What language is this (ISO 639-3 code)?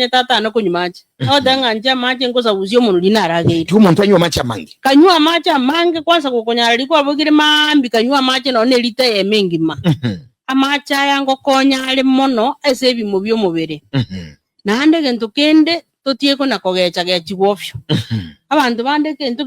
guz